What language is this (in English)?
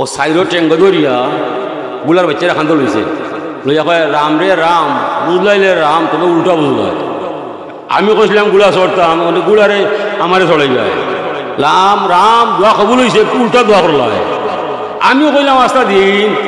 Sylheti